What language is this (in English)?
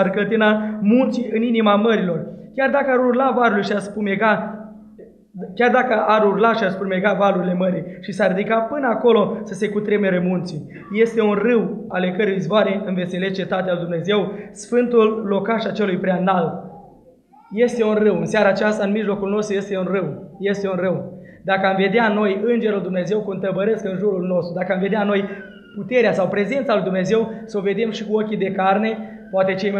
Romanian